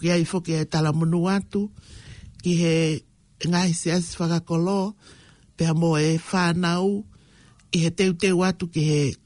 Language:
Tongan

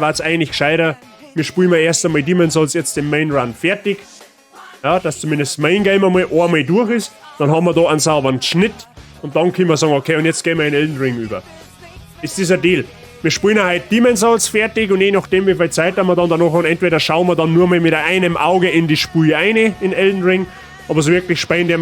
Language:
Bavarian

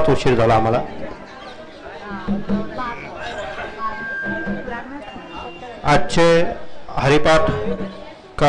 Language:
Marathi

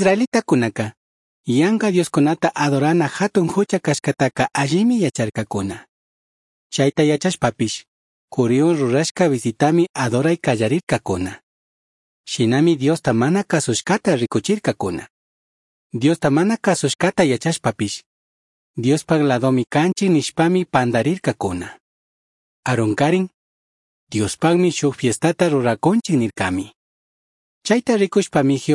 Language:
Chimborazo Highland Quichua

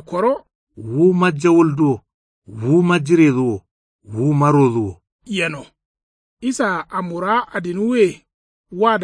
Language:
Kanuri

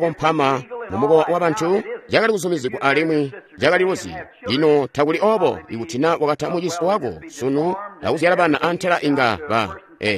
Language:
Tonga (Zambia)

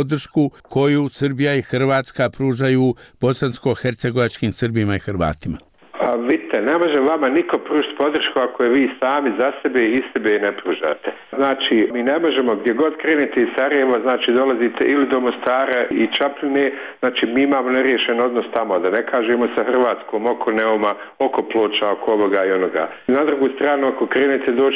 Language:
Bosnian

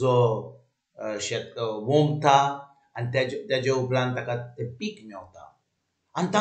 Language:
Konkani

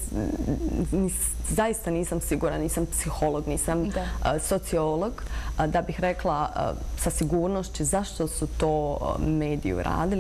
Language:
Bosnian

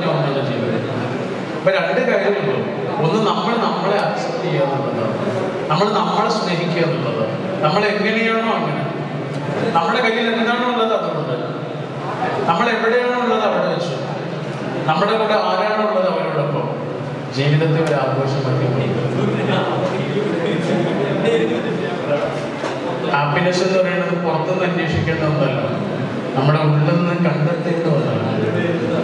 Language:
Malayalam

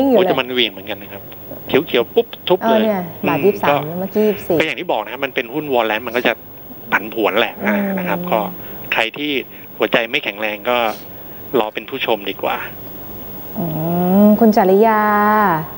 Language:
Thai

